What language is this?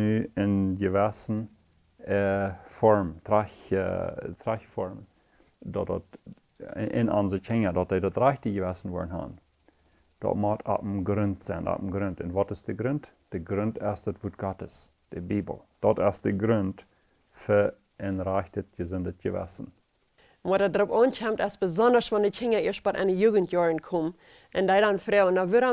Plautdietsch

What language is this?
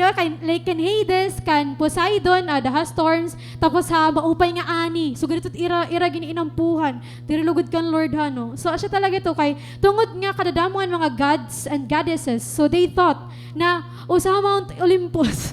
Waray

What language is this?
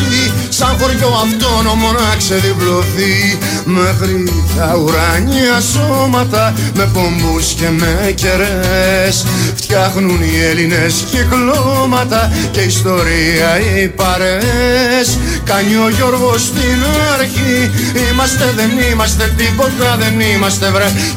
Greek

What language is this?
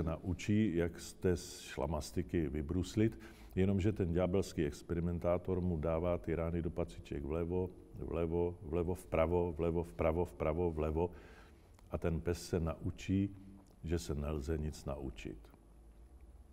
Czech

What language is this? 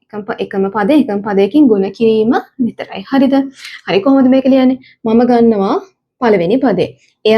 Sinhala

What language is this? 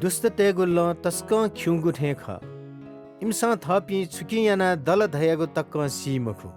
Newari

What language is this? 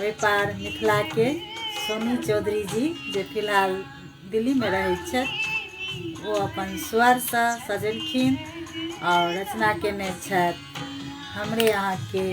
Maithili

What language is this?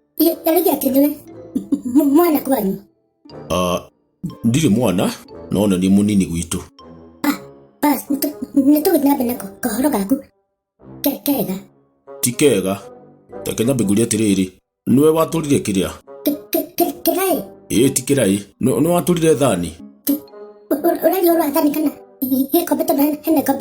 Kikuyu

